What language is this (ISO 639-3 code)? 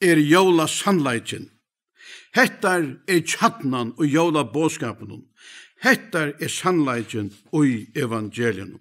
fao